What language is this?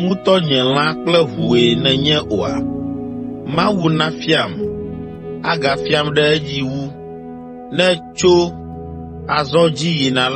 Ewe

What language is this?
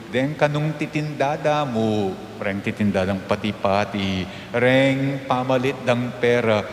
Pampanga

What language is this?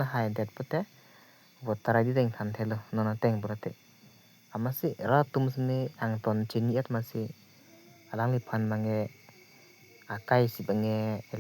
Karbi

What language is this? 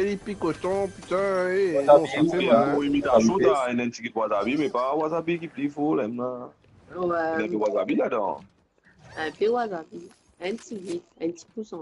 Morisyen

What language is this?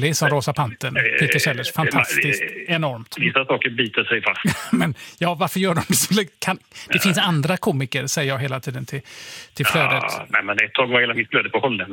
Swedish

